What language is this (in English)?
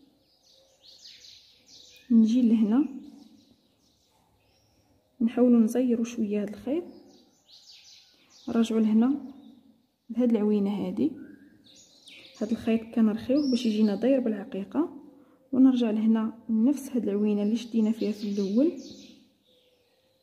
Moroccan Arabic